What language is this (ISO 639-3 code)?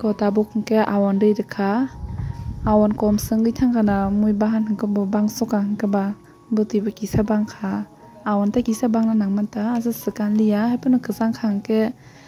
trp